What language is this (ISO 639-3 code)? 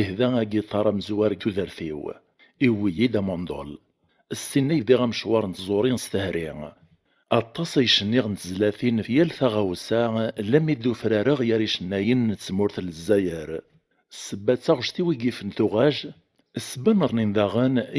kab